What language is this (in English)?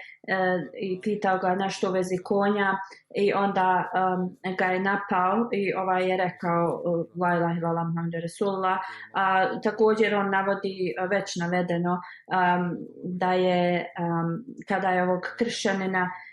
Bosnian